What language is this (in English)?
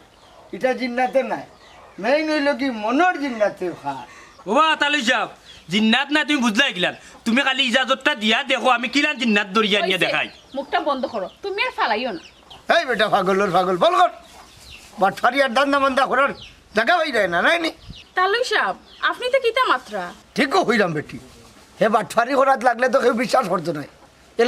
Sylheti